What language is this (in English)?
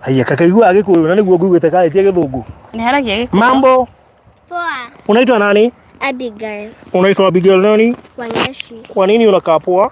Kikuyu